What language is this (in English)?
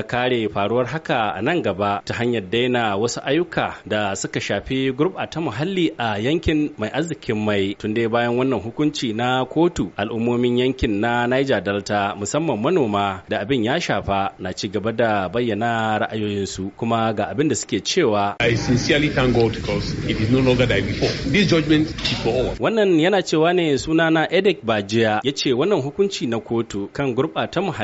Hausa